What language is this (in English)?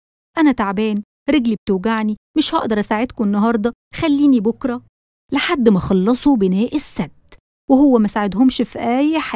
Egyptian Arabic